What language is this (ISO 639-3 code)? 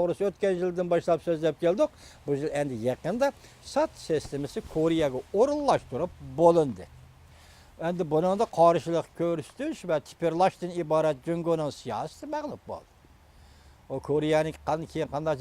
uig